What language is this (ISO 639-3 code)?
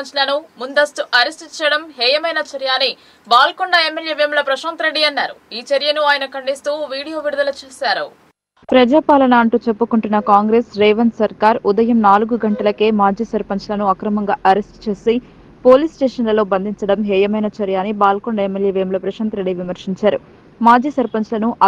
tel